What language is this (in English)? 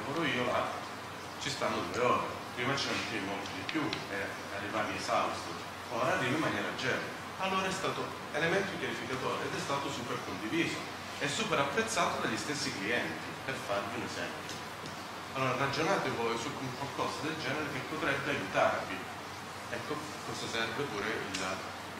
Italian